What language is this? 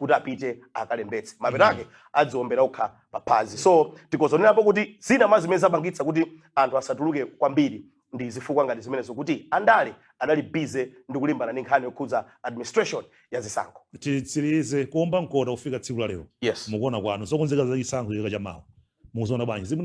Nyanja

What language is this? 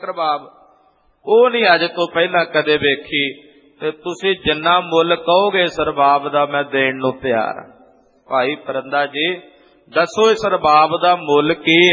Punjabi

